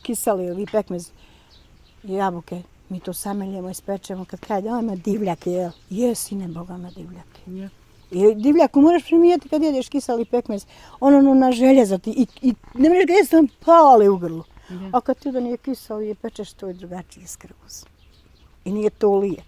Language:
Bosnian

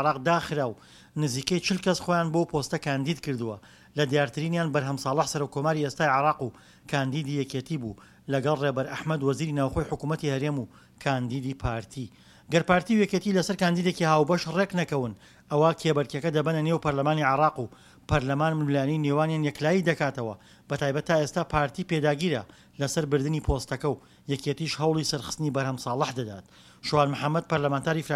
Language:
Central Kurdish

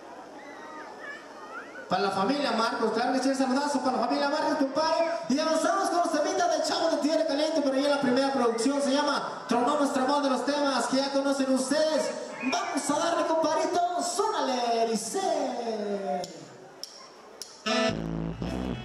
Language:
Spanish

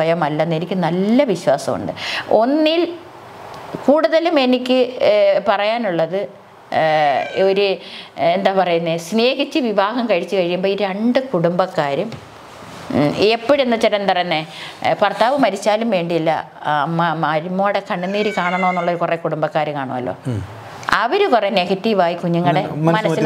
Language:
Malayalam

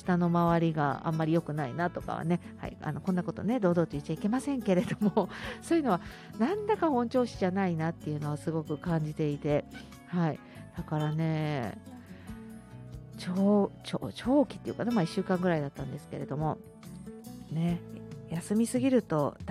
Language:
Japanese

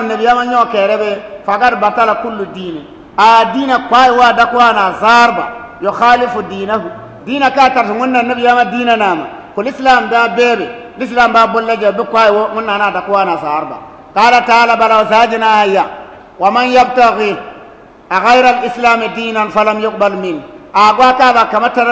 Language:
Bissa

